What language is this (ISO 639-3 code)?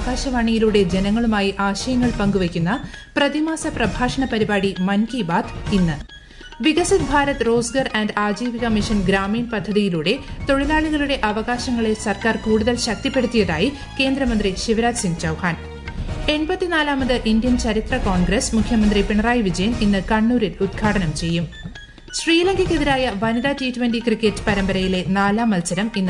mal